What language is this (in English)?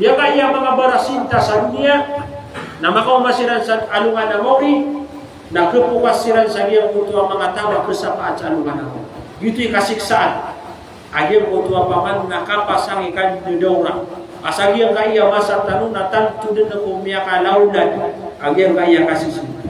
Maranao